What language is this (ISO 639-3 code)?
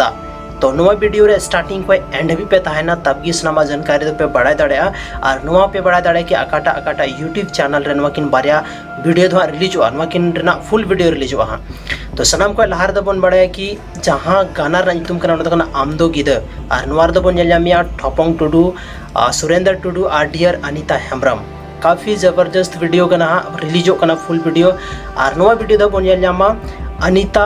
sat